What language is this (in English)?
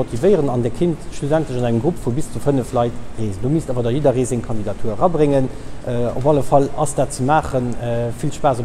Luxembourgish